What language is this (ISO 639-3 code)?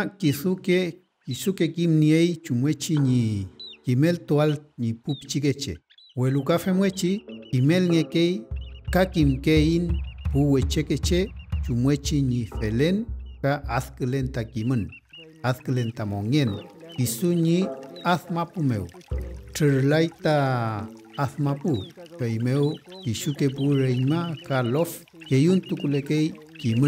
arn